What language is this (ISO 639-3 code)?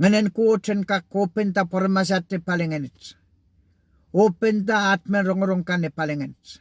pon